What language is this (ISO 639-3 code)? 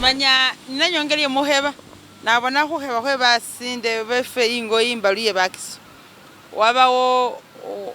myx